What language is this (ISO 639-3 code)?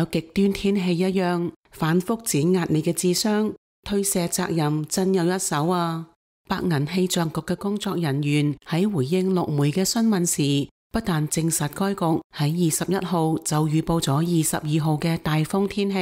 yue